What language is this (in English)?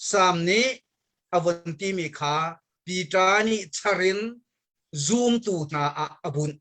Hakha Chin